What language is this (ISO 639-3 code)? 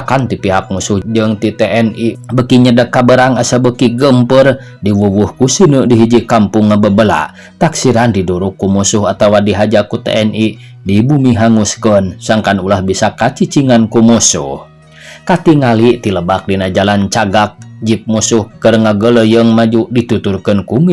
sun